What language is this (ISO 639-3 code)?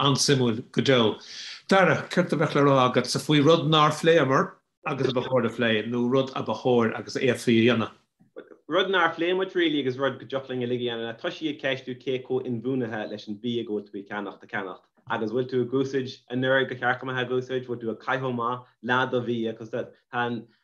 gle